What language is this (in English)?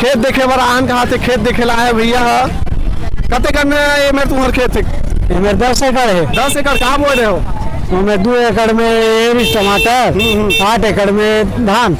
Chhattisgarhi